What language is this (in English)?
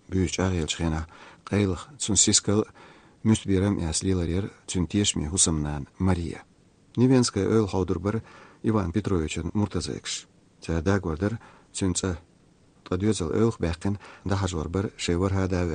Chechen